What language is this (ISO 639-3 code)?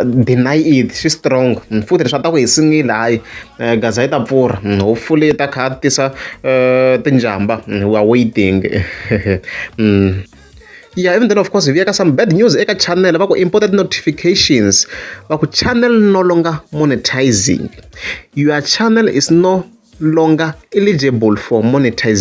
tso